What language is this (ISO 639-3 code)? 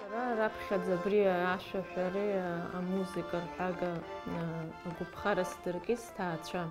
abk